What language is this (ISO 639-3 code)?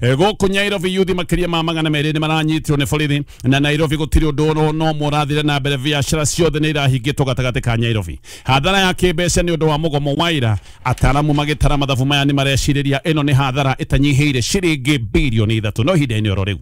kik